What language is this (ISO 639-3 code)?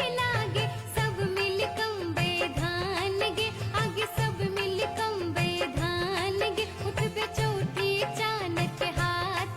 mai